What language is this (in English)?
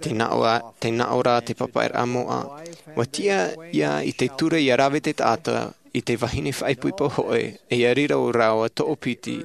Tahitian